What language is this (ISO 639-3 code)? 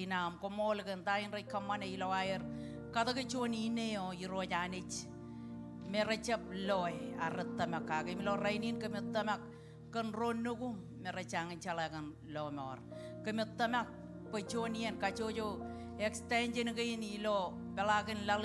mah